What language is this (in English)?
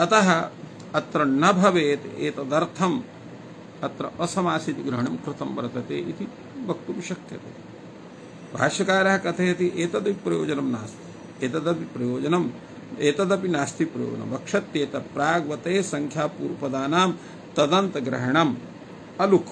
Sanskrit